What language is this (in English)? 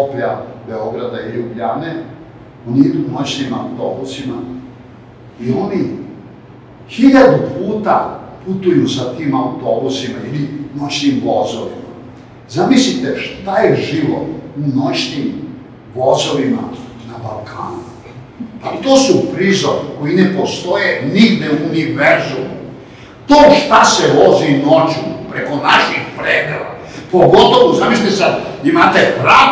Serbian